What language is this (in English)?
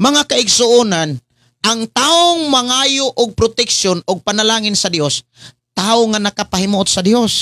Cebuano